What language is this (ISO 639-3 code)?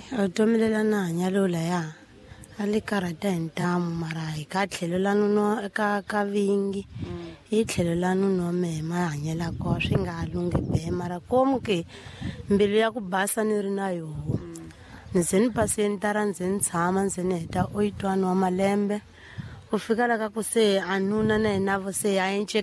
tso